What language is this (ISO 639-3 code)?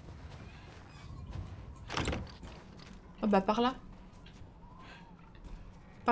fra